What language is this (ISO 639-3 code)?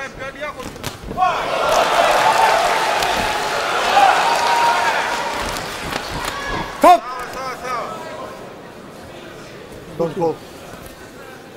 swa